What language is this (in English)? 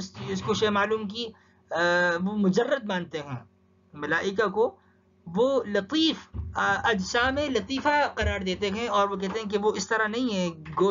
Urdu